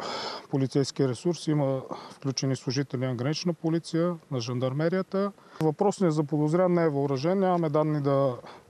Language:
Bulgarian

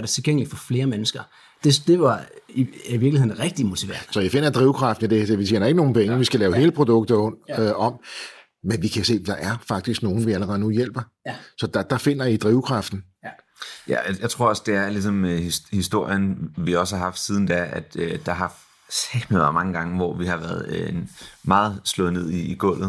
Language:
Danish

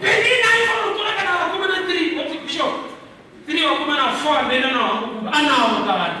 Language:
Shona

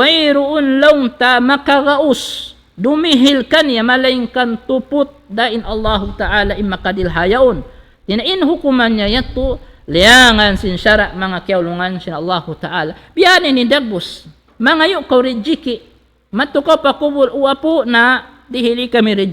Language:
Tausug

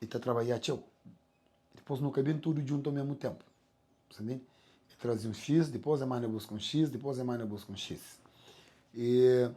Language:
Kabuverdianu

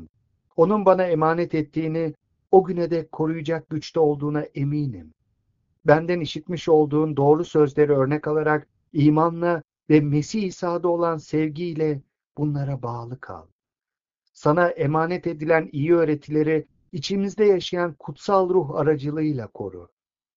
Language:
Turkish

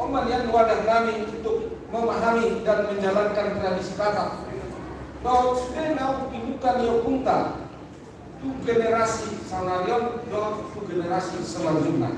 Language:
Batak Toba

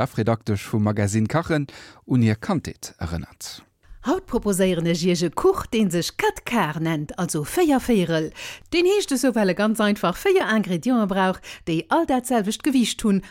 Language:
Luxembourgish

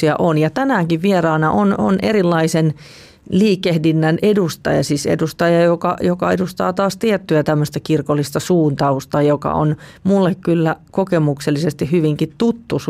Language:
Finnish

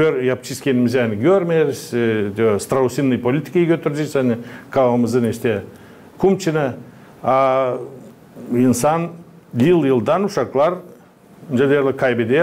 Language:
Gagauz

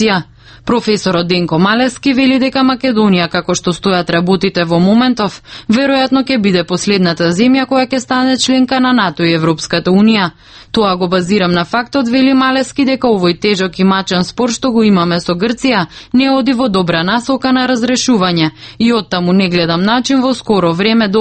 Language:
Macedonian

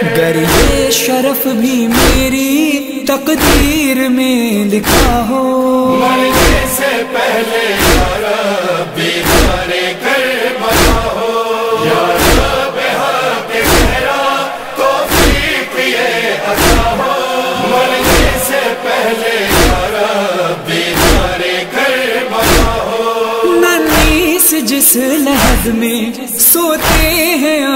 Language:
Urdu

